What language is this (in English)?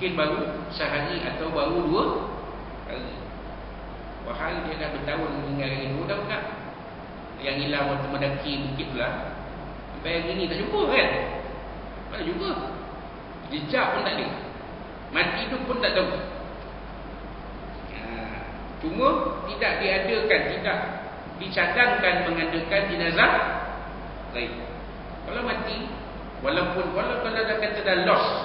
Malay